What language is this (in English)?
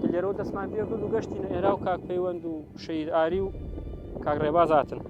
Central Kurdish